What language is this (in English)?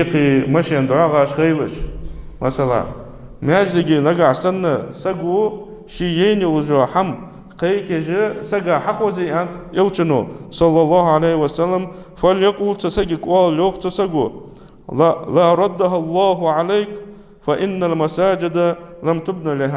Ingush